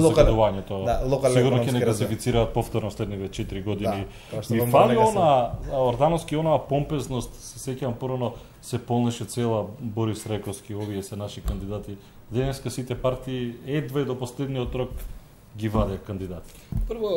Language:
Macedonian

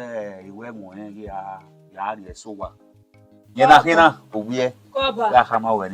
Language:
Bini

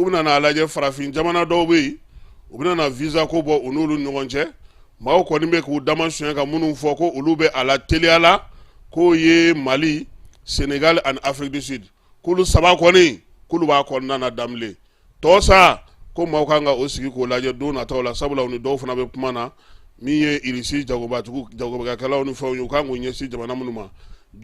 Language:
Bambara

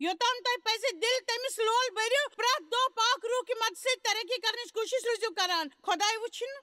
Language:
Kashmiri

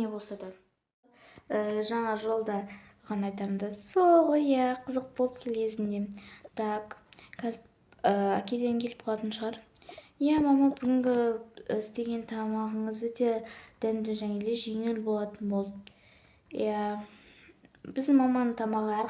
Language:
Kazakh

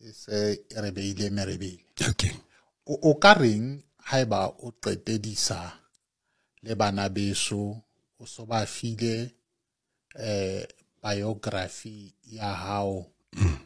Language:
Southern Sotho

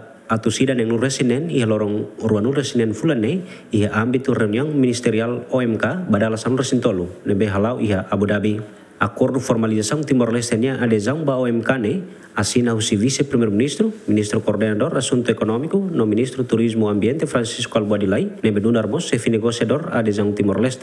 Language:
Tetum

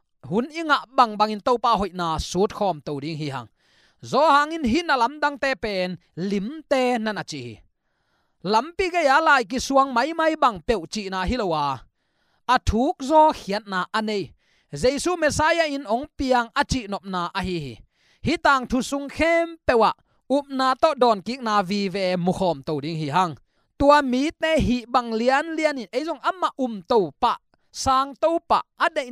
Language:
Tedim Chin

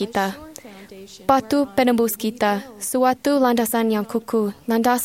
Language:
Malay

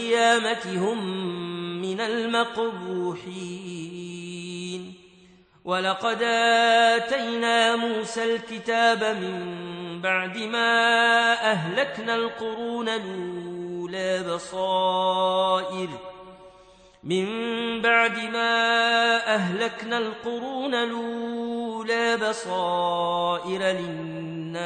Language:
Arabic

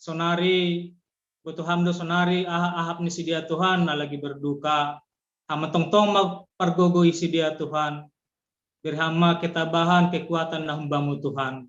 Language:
Batak Simalungun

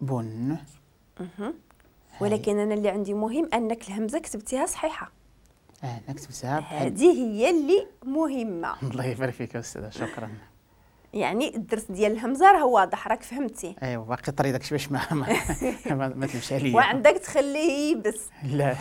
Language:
Moroccan Arabic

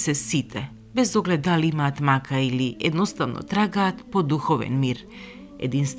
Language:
Macedonian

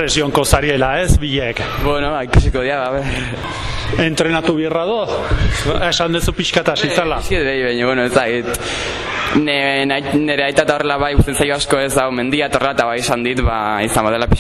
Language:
Basque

